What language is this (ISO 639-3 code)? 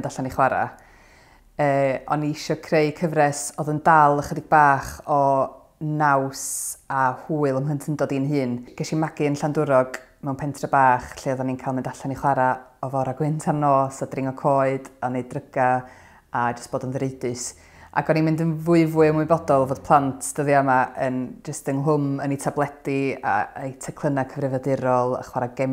cym